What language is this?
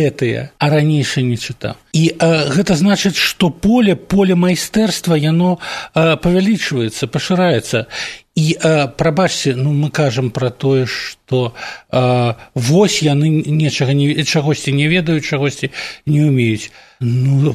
Belarusian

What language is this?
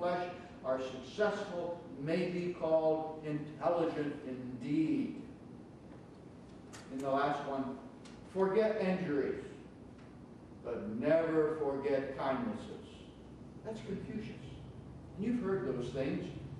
English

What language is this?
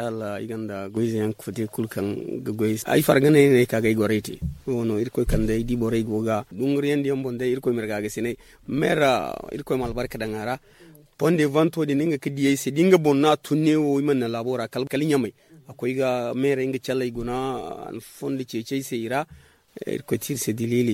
Zarma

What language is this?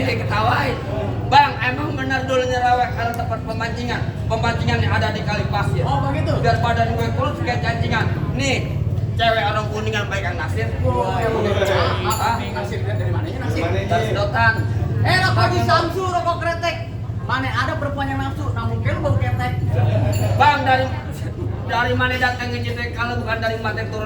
Betawi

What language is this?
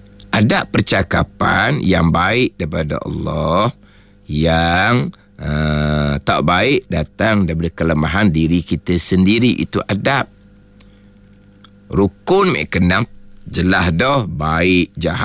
Malay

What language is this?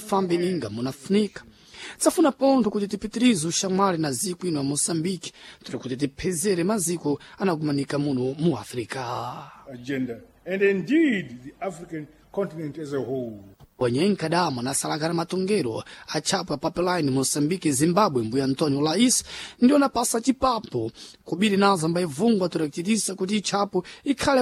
Sena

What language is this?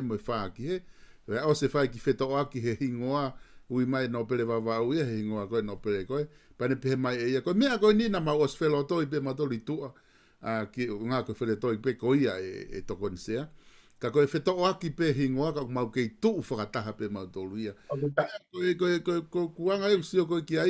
Tongan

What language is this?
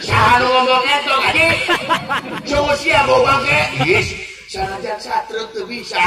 Sundanese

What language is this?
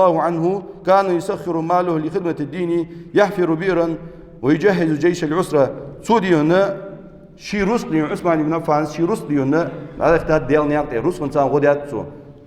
Ingush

